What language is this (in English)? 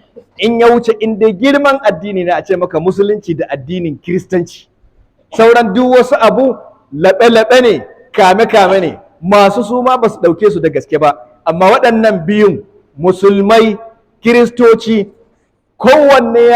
Hausa